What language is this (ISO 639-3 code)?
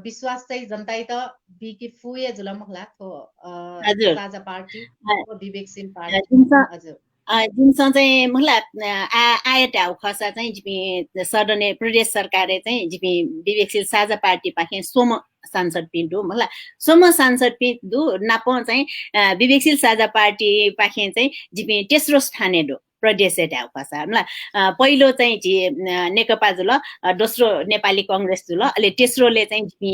new